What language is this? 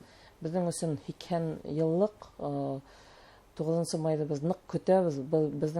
Bashkir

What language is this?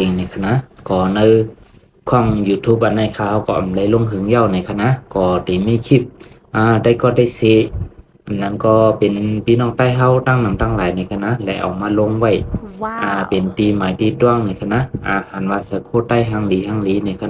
Shan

